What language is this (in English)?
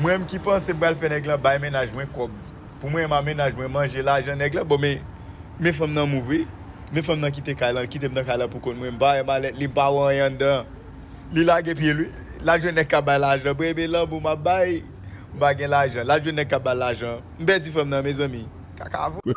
Haitian Creole